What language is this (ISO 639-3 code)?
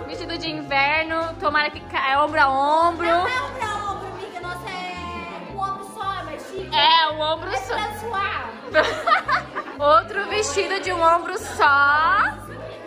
por